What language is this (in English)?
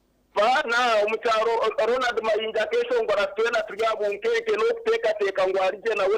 Nyankole